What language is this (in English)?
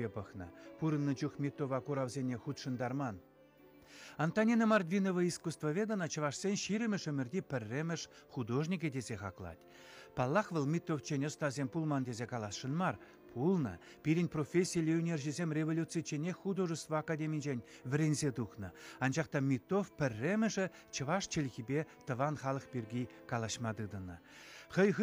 Chuvash